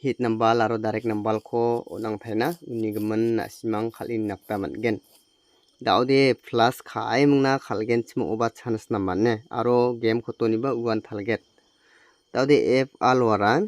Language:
Garo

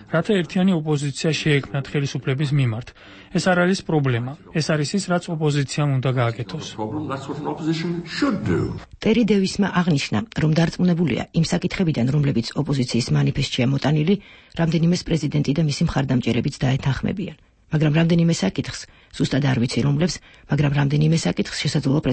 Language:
Georgian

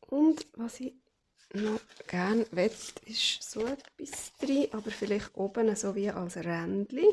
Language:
Swiss German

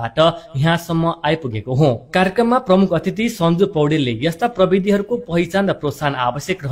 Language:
Nepali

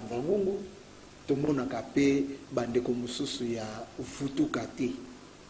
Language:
Lingala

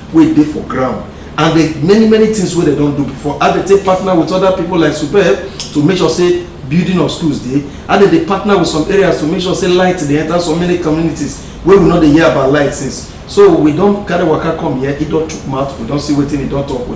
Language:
Nigerian Pidgin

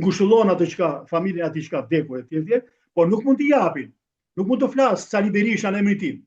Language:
Albanian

